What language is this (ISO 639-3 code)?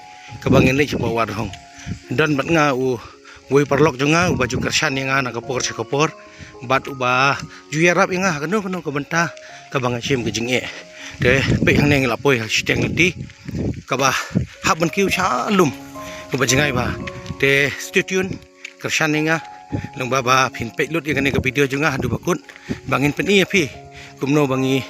kha